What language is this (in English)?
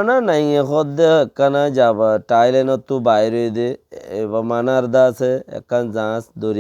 Rohingya